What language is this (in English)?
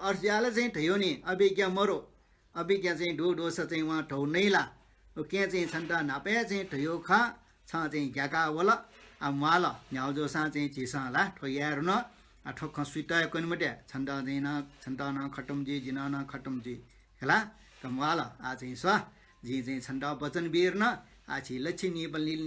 Newari